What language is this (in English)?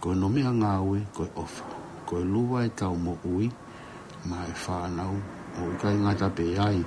Tongan